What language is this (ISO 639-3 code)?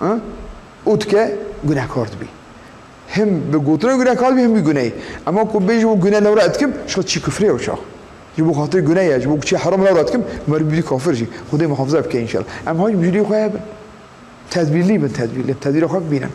kur